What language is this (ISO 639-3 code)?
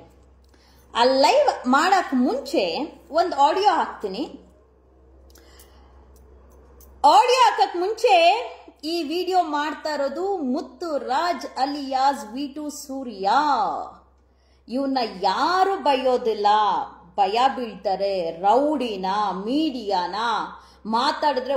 kan